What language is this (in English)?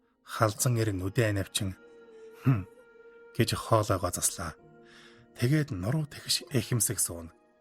Mongolian